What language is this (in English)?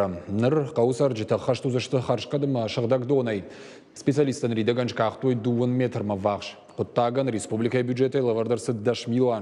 Ossetic